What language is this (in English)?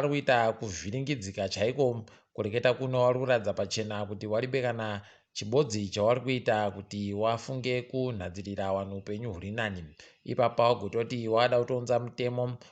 Ndau